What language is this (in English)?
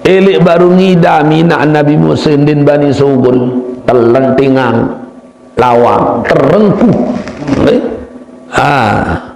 Sasak